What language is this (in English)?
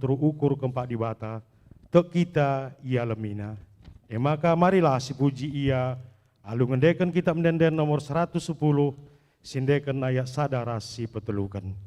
Batak Karo